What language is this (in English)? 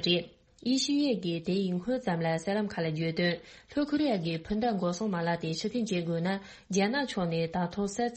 Tibetan